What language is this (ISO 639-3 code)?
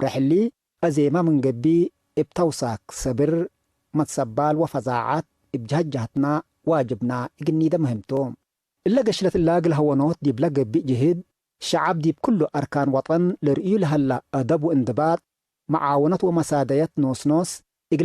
tig